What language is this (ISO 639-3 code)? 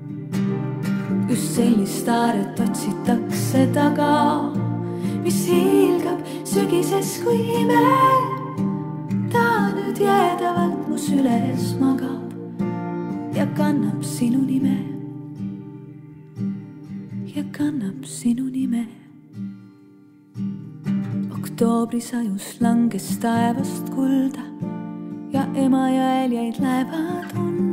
est